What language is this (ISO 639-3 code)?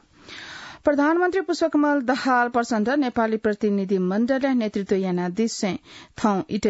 new